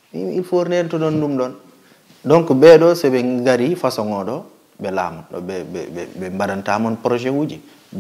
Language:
Fula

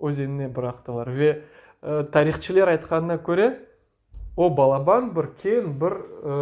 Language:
Crimean Tatar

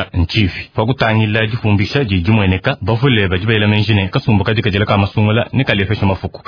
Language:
Luba-Lulua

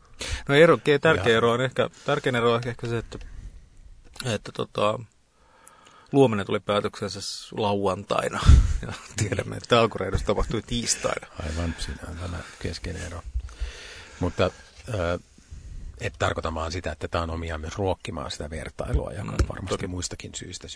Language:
Finnish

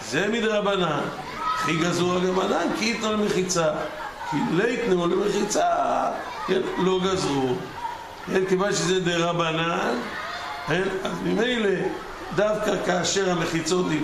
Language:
Hebrew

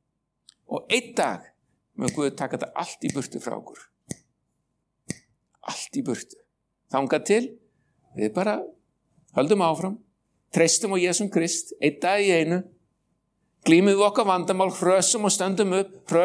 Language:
Icelandic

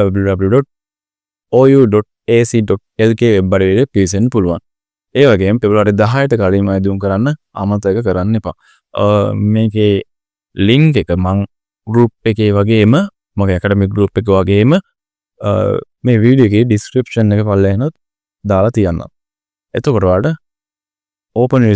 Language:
Sinhala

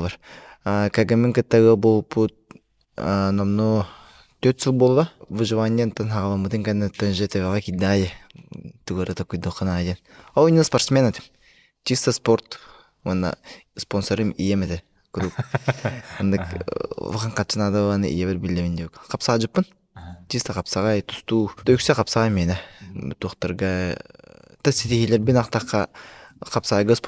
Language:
Yakut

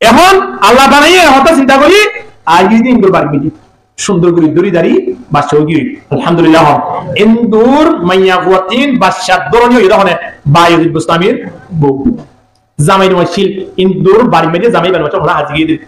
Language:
Rohingya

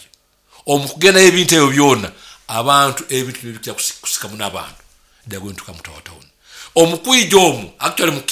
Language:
Nyoro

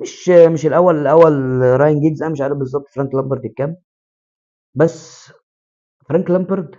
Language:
Egyptian Arabic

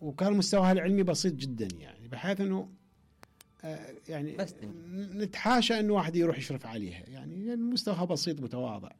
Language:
Mesopotamian Arabic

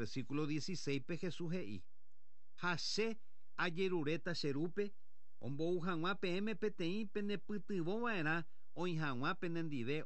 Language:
Guarani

